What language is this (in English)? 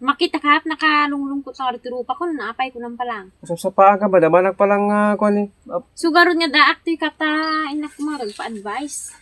Iloko